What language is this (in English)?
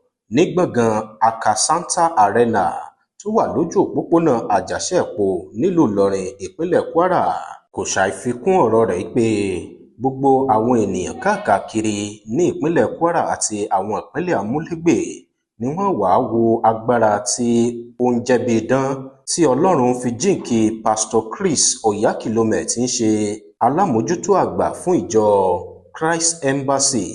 Yoruba